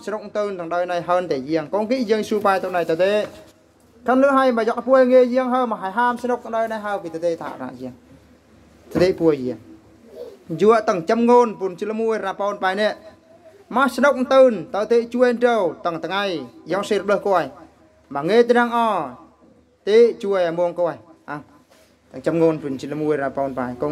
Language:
Eastern Bru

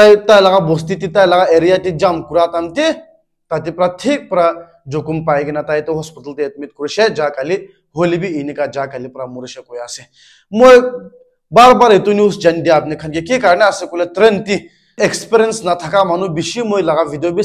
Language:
Naga Pidgin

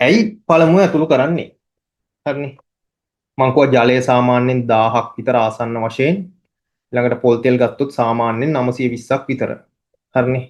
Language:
Sinhala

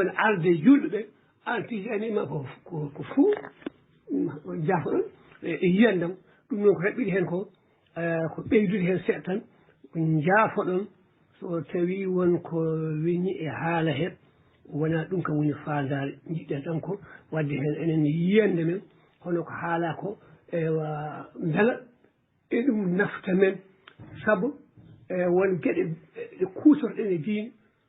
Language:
Fula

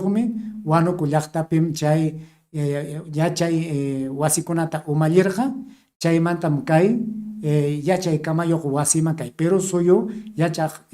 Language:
Ayacucho Quechua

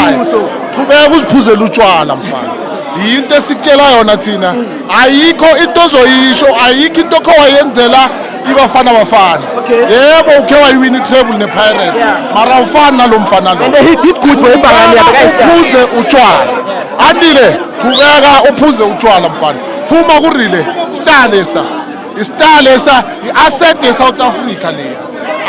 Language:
Zulu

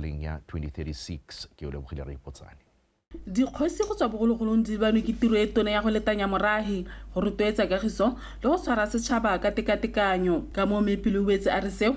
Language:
Tswana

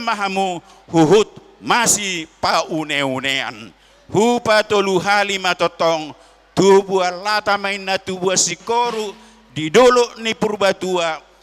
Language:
Batak Toba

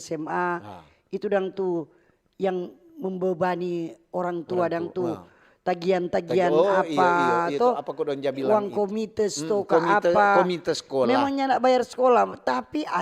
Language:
Manado Malay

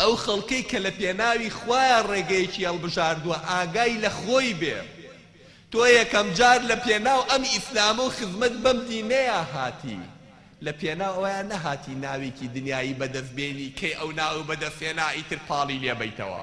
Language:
Central Kurdish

